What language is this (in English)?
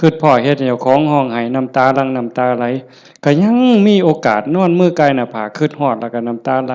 Lao